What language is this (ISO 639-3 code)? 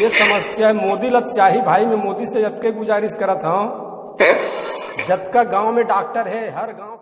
hne